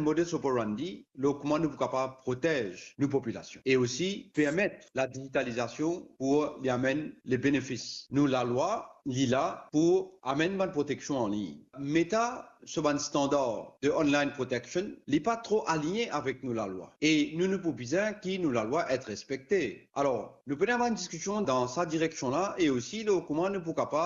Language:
Morisyen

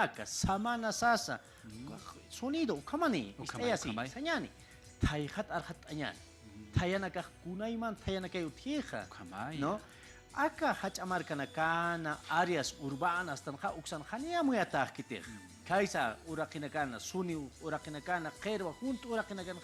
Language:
Aymara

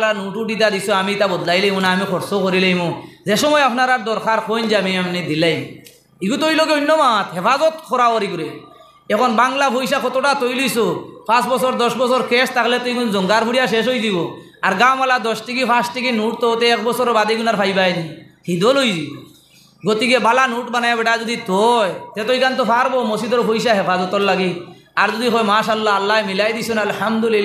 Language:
Sylheti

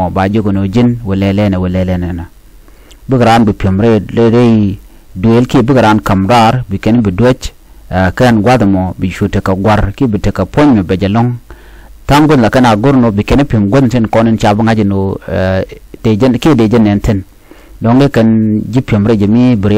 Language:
Nuer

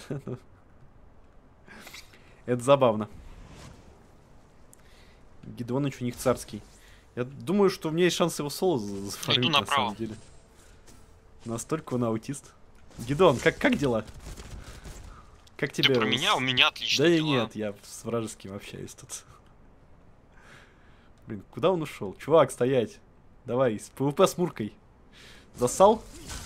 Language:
Russian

